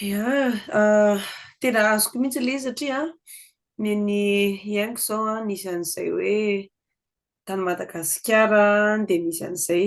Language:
Malagasy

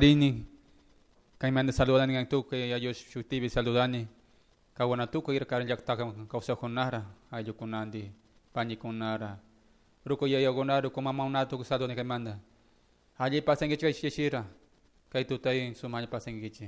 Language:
Chimborazo Highland Quichua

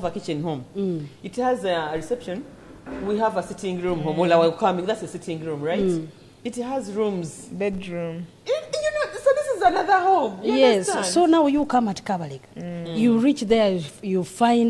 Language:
Nyoro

